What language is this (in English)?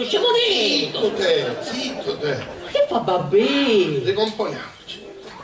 Sicilian